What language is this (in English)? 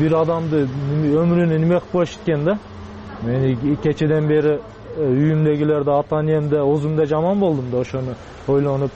Kyrgyz